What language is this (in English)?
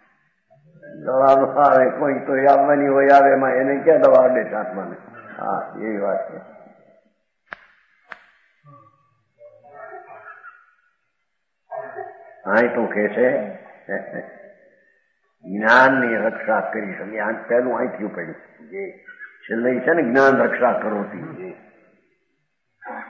Gujarati